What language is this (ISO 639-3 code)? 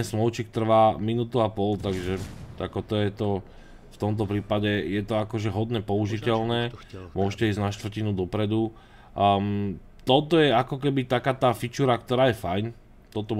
slk